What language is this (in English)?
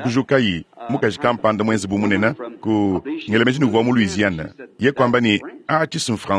Luba-Lulua